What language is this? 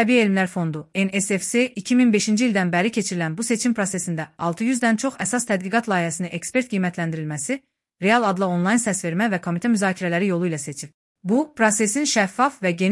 Azerbaijani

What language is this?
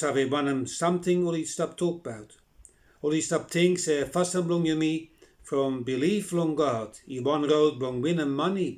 Bislama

